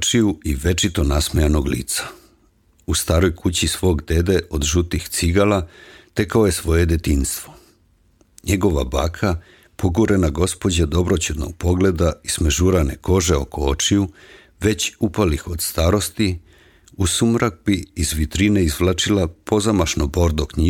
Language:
Serbian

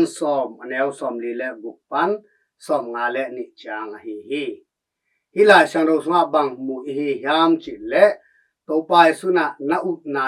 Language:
Tedim Chin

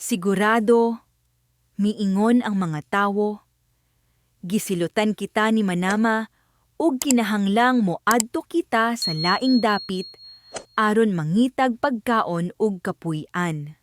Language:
Cebuano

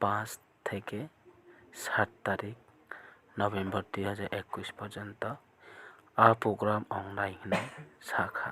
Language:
Kok Borok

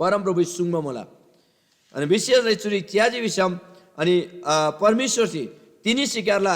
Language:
Eastern Tamang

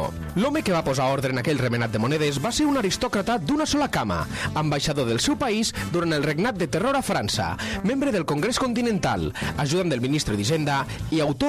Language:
Catalan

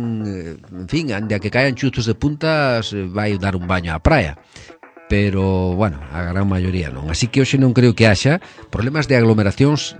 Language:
Galician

